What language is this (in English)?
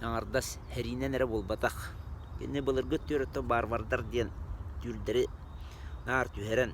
Yakut